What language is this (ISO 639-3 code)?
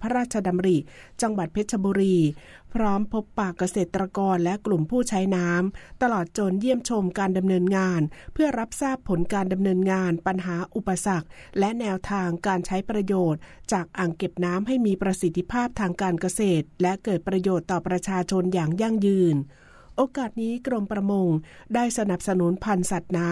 tha